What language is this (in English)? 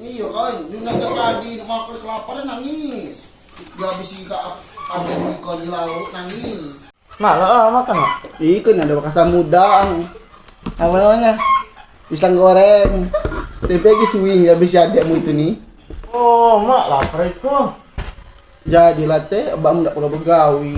Musi